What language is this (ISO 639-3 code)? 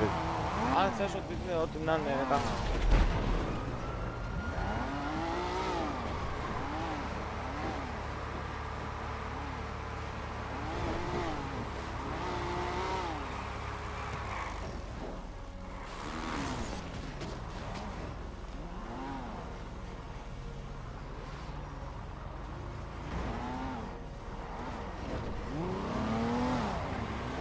ell